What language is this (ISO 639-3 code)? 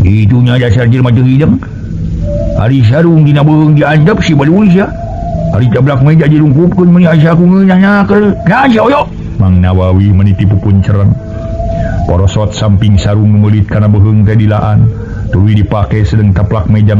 sun